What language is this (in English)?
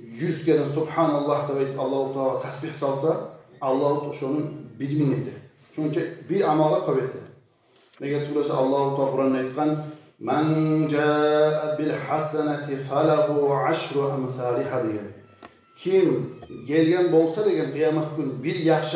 Kumyk